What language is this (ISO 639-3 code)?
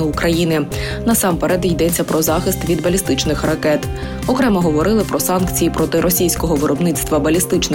ukr